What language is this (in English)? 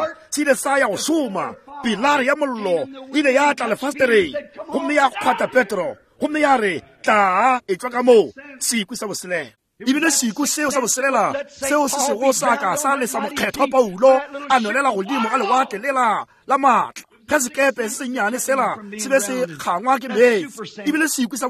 Northern Sotho